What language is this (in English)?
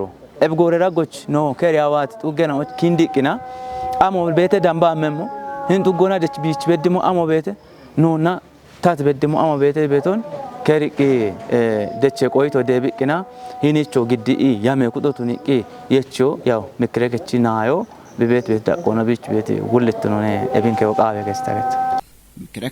Kafa